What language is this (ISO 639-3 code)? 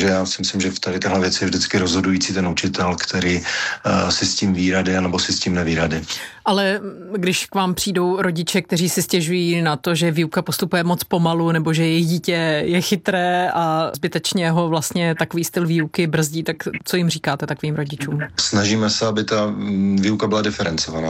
ces